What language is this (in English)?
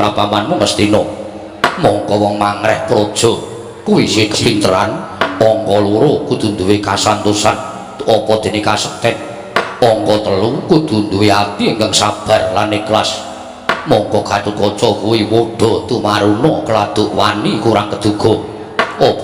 Javanese